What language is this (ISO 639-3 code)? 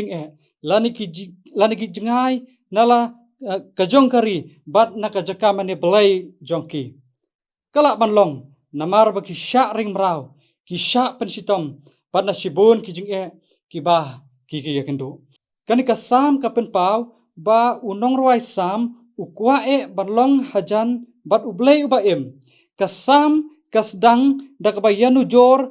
kha